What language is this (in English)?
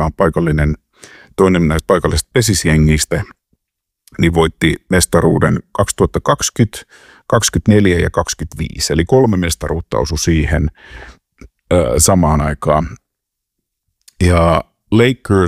Finnish